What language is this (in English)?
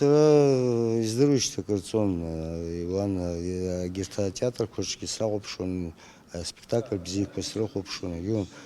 Abkhazian